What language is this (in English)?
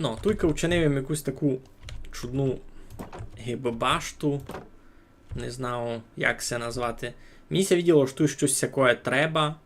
Rusyn